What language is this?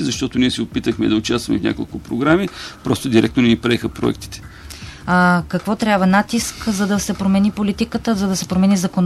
Bulgarian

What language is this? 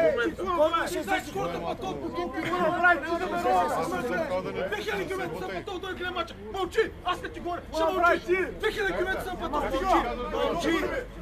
Bulgarian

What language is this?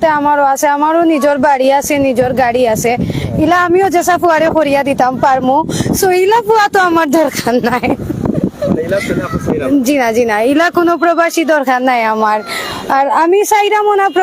Sylheti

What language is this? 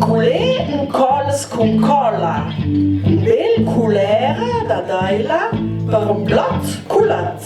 Ladin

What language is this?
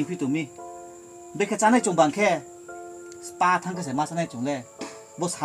Riang (India)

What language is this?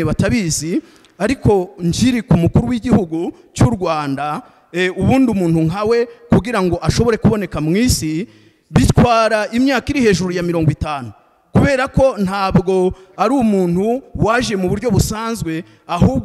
Kinyarwanda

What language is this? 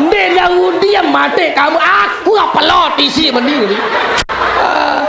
Sasak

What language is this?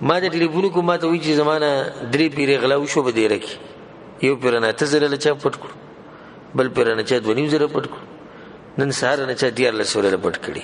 Pashto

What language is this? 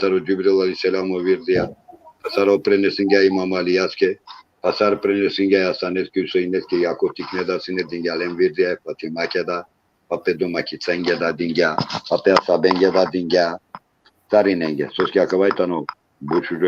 Balkan Romani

